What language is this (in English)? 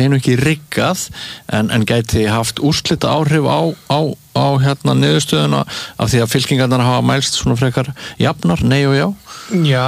Icelandic